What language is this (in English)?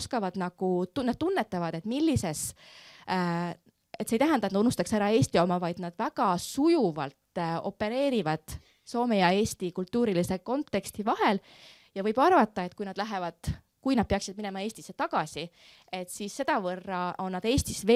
Estonian